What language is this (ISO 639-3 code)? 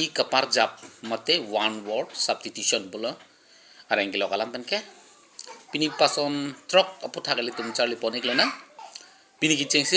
mjw